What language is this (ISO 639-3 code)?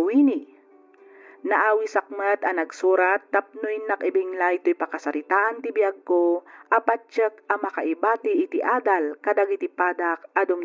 ilo